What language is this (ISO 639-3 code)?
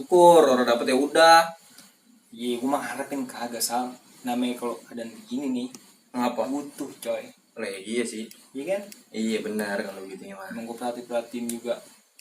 bew